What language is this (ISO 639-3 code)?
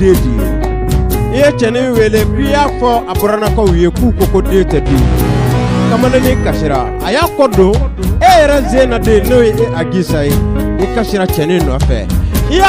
bam